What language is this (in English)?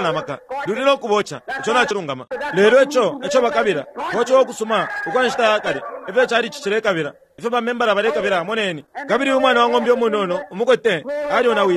Bemba